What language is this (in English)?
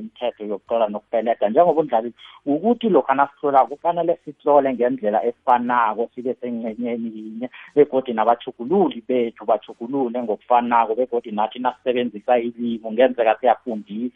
South Ndebele